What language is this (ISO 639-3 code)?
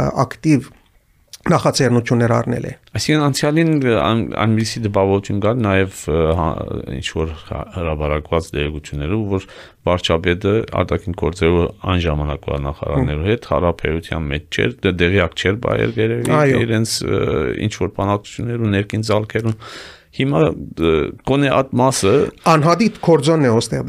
hye